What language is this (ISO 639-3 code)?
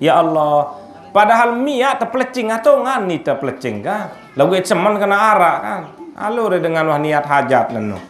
sas